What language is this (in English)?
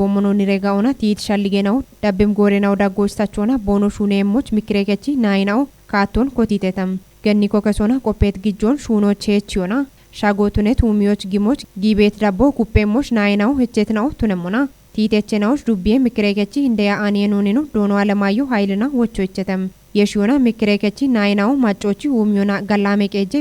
Kafa